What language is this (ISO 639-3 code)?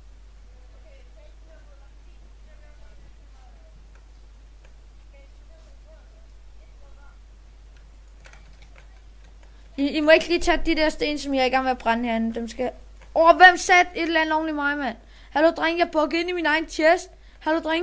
dan